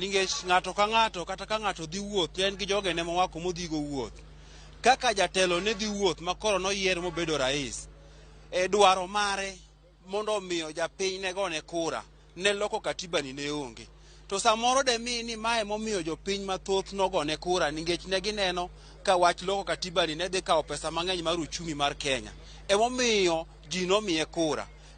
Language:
Luo (Kenya and Tanzania)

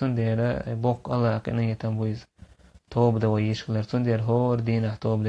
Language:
Chechen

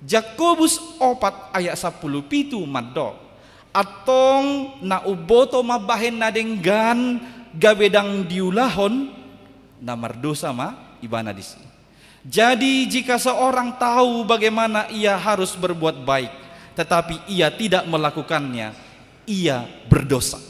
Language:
Batak Toba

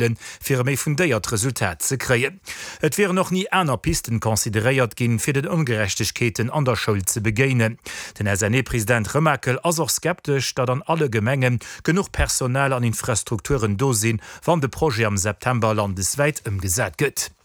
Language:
Luxembourgish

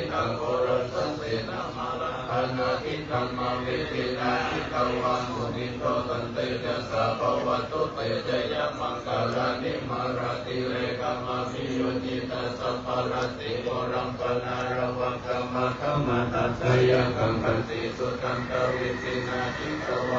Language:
Pali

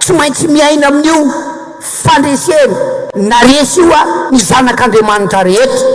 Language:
Malagasy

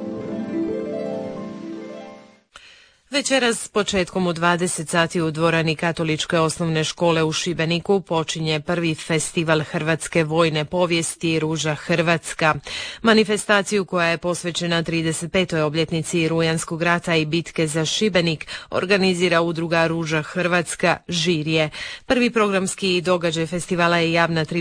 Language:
Croatian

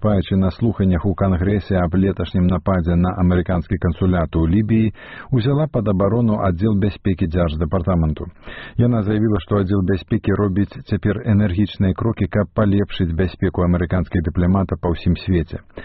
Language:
Belarusian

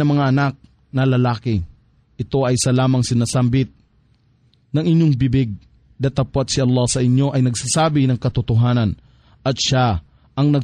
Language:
Filipino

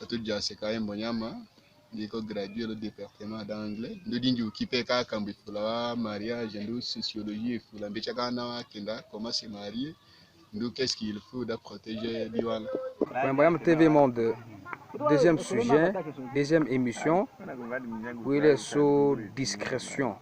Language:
Tetela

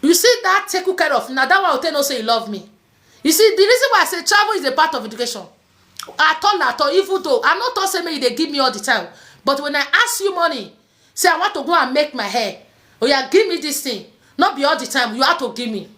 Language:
Nigerian Pidgin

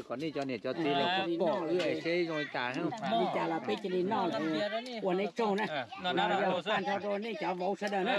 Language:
Hmong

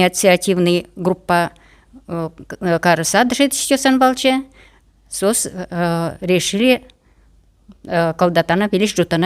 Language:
Udmurt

